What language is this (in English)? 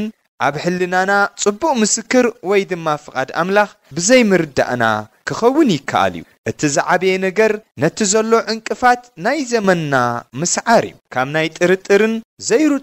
Tigrinya